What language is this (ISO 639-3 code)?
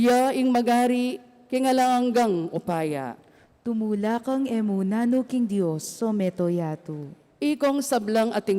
pam